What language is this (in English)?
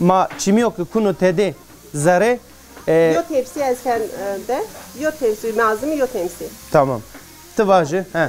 Zaza